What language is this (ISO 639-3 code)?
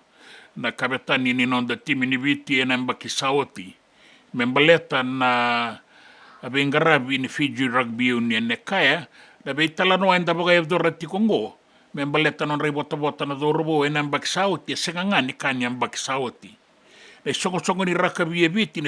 fij